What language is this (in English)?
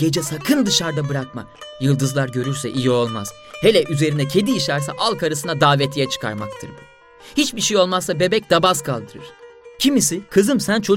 Turkish